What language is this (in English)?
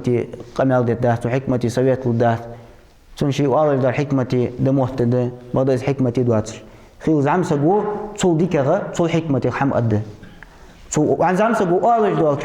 Ingush